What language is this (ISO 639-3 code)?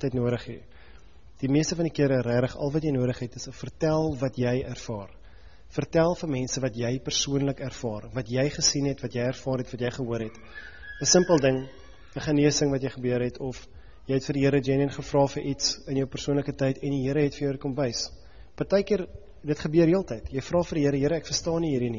afr